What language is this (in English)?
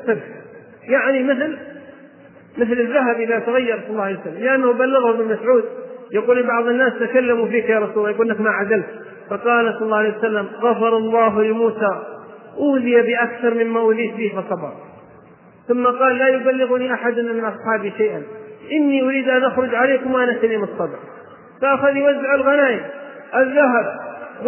Arabic